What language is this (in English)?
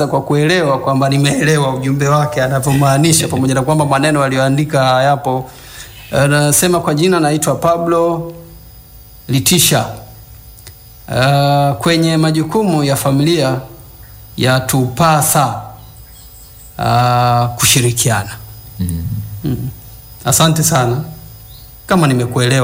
Swahili